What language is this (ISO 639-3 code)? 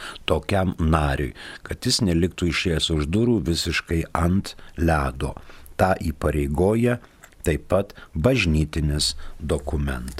lit